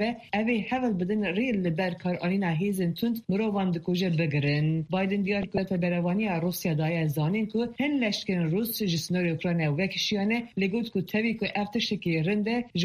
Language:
Kurdish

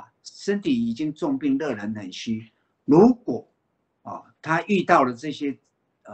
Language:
Chinese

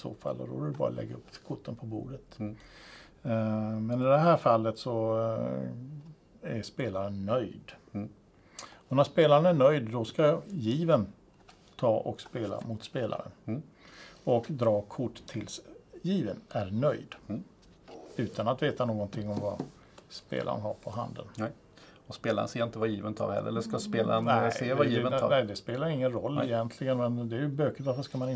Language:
Swedish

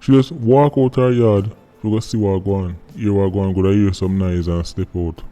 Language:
Jamaican Creole English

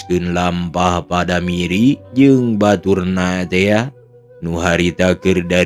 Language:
Sundanese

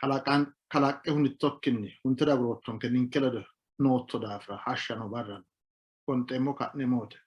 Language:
Sidamo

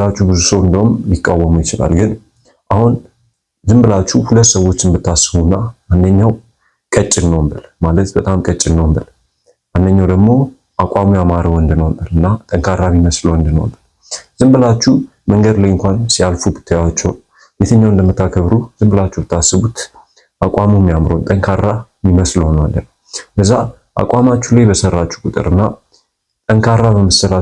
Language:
Amharic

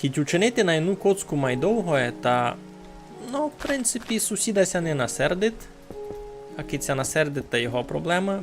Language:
Rusyn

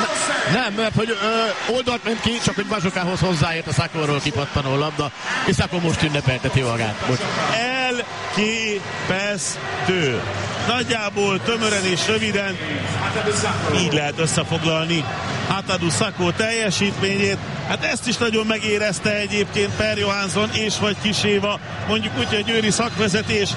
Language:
Hungarian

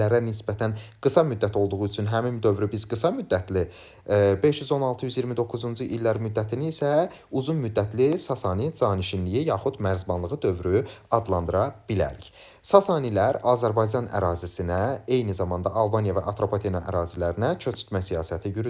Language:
Azerbaijani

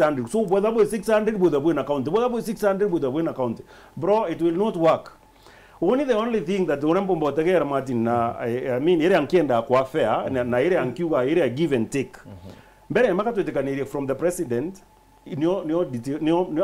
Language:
Meru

